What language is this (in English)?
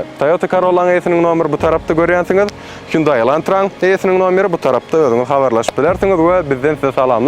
Turkmen